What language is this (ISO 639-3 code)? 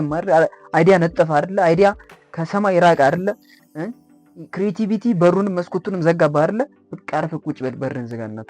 amh